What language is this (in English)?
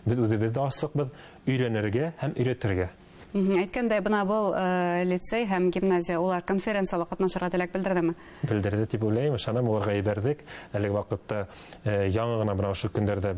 Bashkir